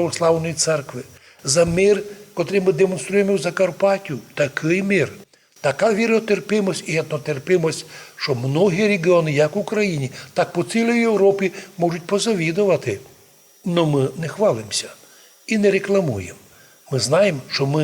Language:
Rusyn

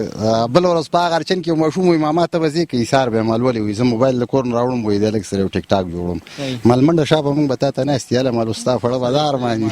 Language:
Pashto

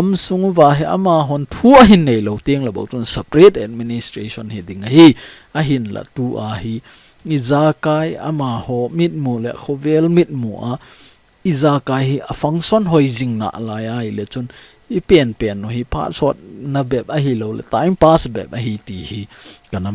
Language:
Thado Chin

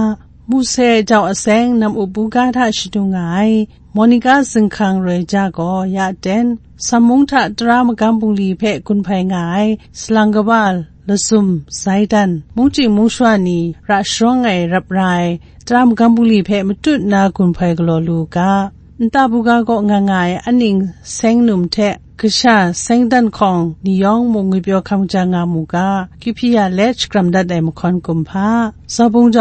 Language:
Kachin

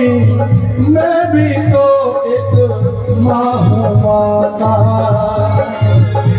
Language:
Hindi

